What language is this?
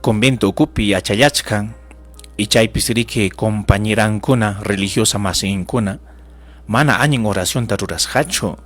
Ayacucho Quechua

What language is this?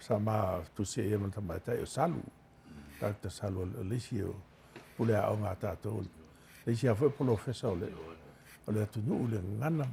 Samoan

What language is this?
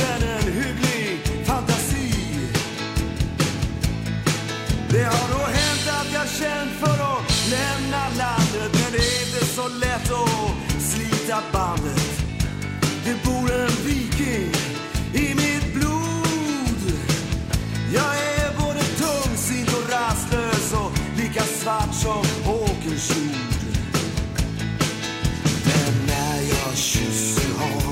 Swedish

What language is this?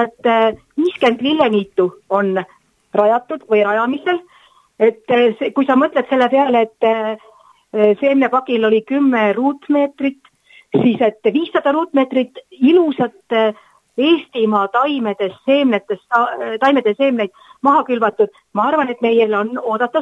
Estonian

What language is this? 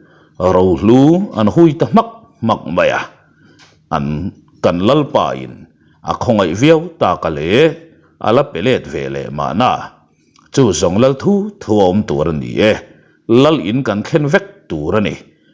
Mizo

